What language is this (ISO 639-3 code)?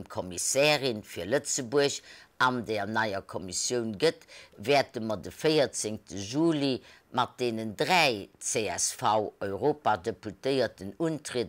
ltz